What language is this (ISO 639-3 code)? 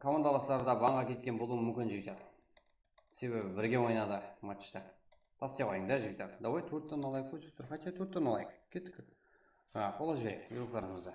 kaa